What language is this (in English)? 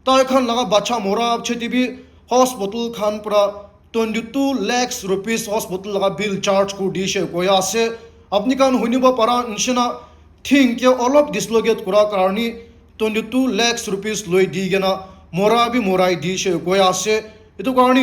Naga Pidgin